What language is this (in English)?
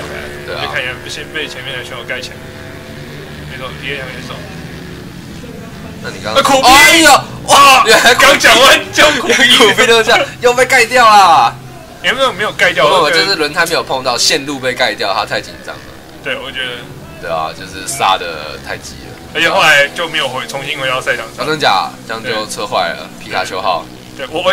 Chinese